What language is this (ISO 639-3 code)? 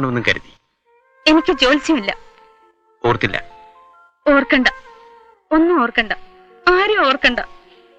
mal